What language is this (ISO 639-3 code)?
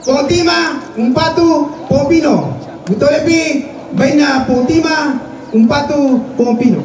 sda